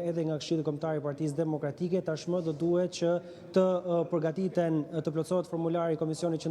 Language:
Albanian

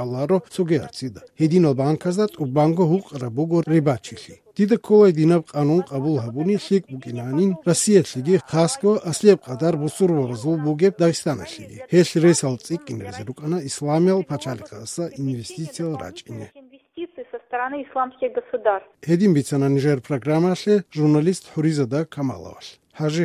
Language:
Avaric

